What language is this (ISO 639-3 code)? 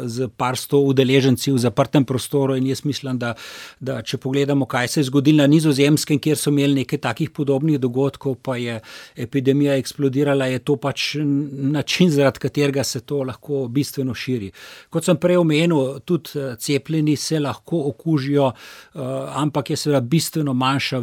slv